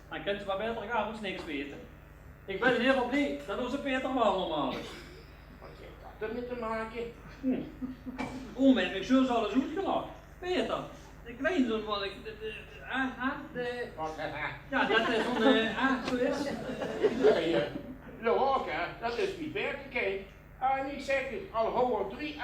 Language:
Limburgish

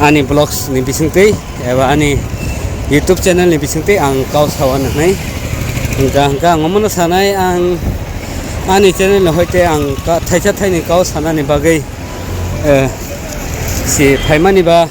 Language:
Kok Borok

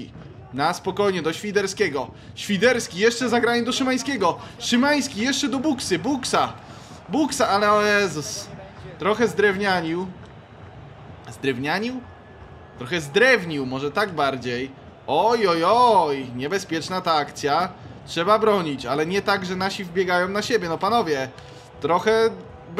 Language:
Polish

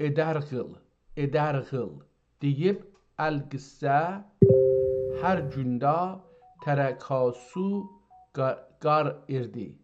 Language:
South Azerbaijani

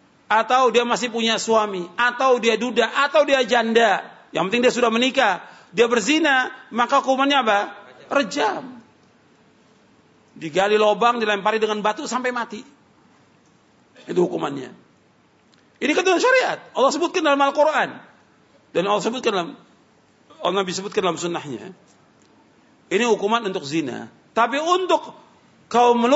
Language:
Indonesian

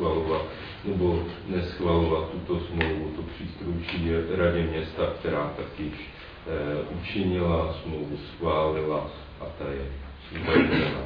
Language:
Czech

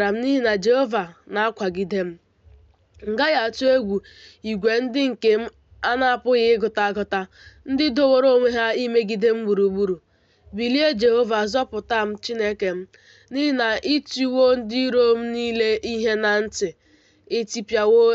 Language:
Igbo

